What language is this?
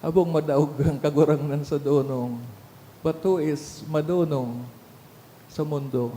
Bikol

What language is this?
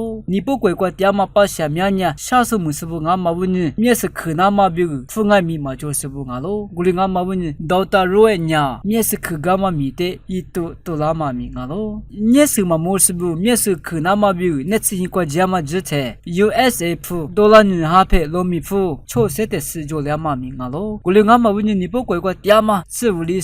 Lisu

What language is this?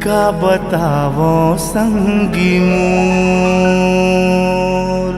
Chhattisgarhi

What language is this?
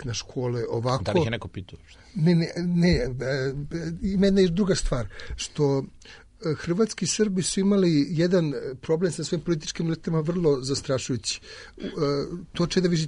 Serbian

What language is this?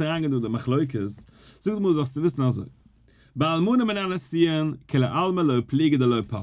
Yiddish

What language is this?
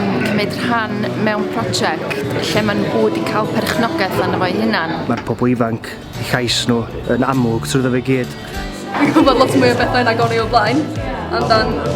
Welsh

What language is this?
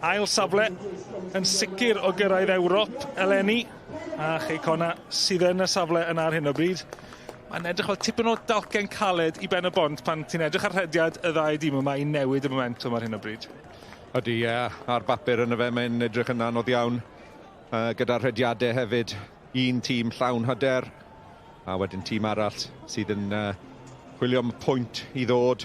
Welsh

